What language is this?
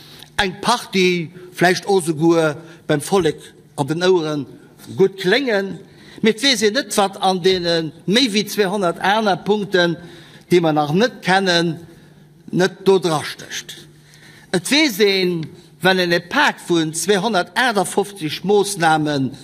Luxembourgish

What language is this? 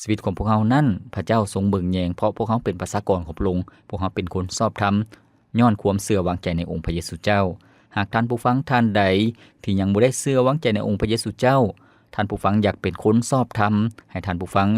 Lao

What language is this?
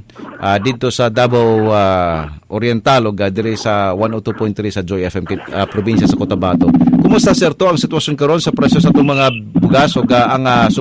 Cebuano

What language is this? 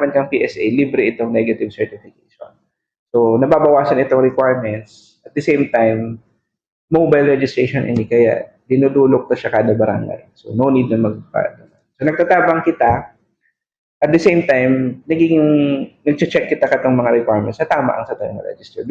Bikol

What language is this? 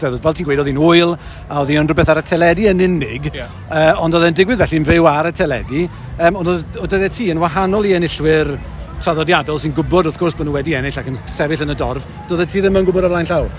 Welsh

